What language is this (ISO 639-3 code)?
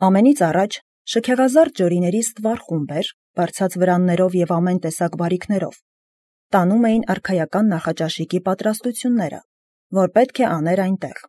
hye